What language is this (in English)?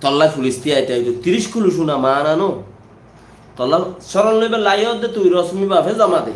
Rohingya